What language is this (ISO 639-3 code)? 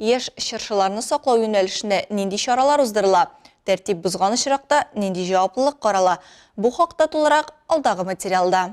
tat